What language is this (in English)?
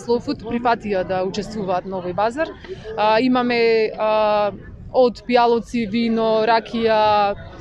Macedonian